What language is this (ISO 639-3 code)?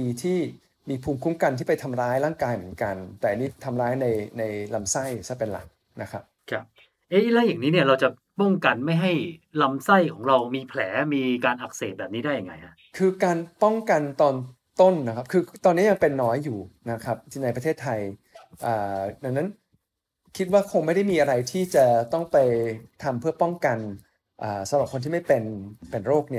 tha